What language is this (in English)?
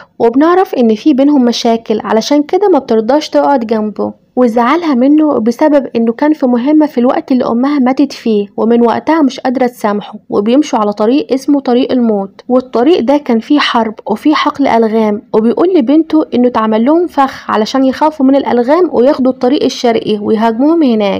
Egyptian Arabic